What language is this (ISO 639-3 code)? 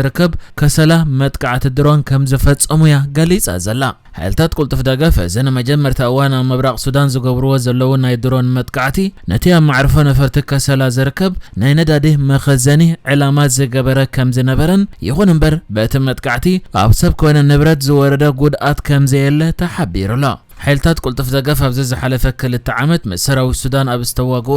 tir